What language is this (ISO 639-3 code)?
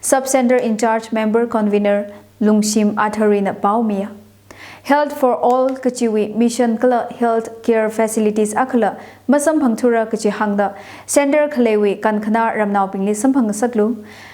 nmf